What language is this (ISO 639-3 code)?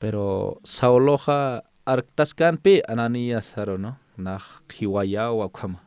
aym